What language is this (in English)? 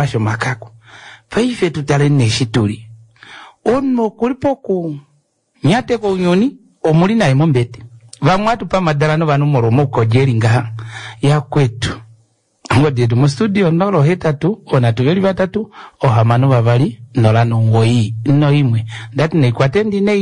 Kuanyama